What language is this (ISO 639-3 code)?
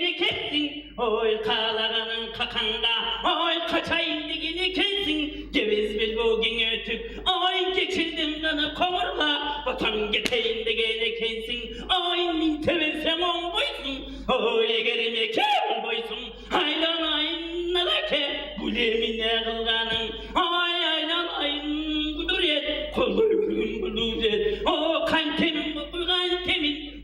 tyv